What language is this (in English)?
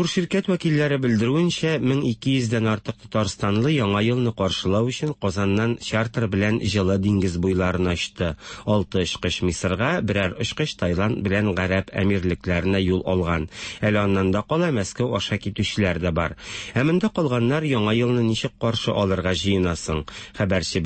Tatar